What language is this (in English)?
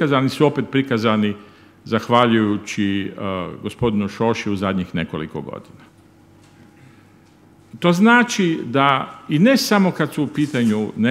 Croatian